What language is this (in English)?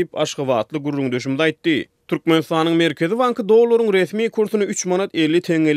Turkmen